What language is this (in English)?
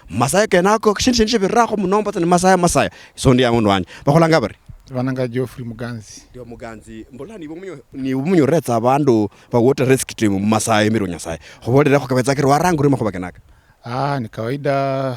Luyia